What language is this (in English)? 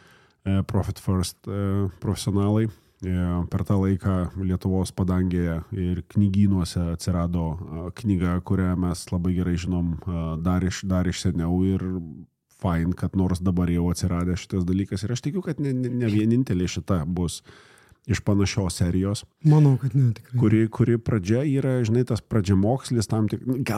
Lithuanian